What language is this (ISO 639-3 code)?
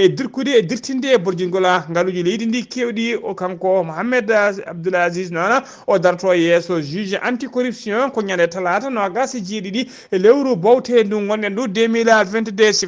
ful